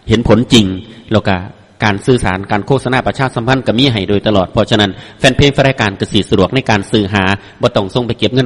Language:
Thai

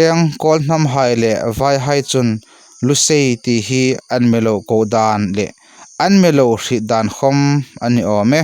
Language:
Hmar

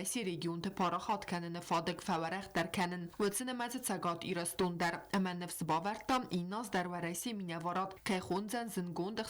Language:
Ossetic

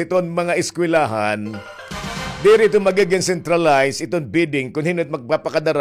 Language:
Waray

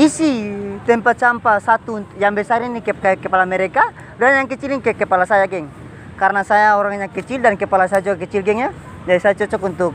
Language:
Ambonese Malay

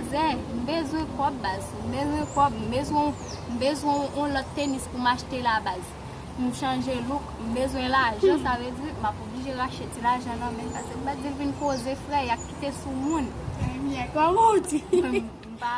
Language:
Haitian Creole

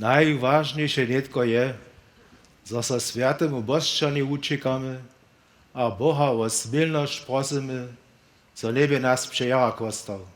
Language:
Upper Sorbian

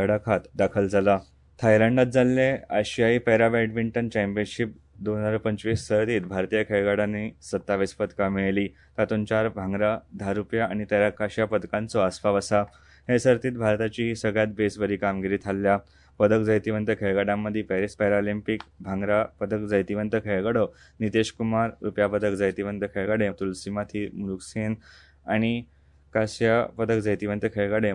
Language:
Konkani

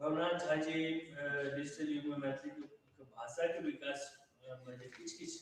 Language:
Maithili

